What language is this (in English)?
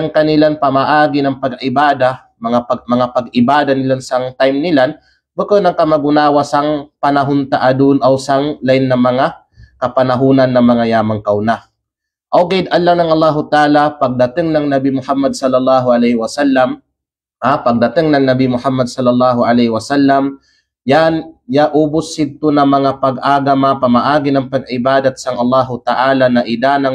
Kalagan